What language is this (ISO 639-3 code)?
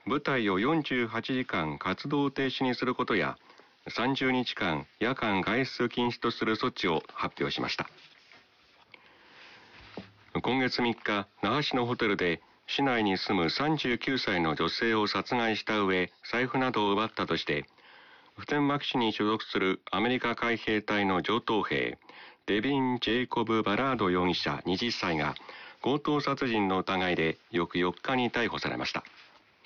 jpn